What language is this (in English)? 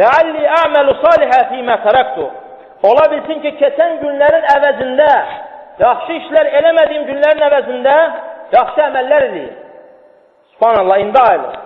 Azerbaijani